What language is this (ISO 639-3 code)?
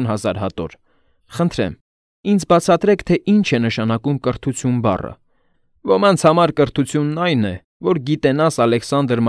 hye